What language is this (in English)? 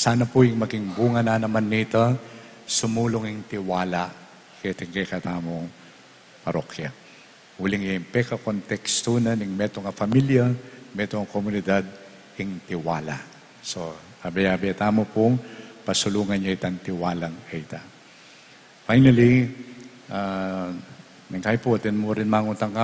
Pampanga